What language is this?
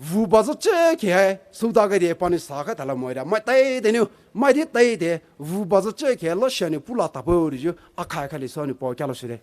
Poumei Naga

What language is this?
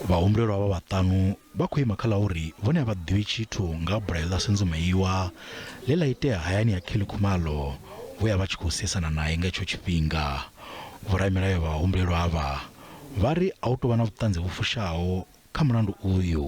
Venda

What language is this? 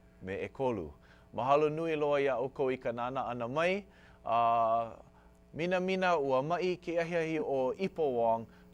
Hawaiian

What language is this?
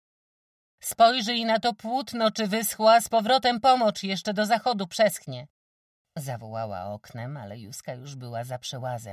Polish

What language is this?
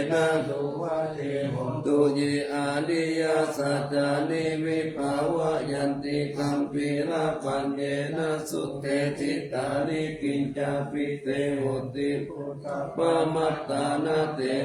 Pali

